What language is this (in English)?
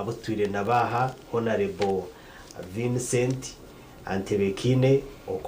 Nyankole